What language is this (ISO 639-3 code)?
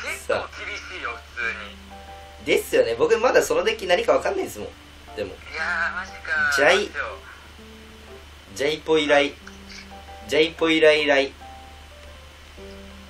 jpn